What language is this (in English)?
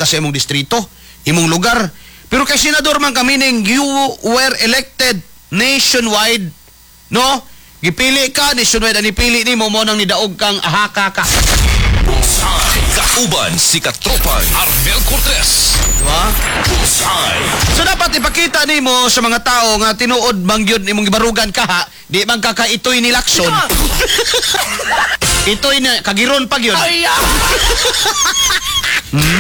Cebuano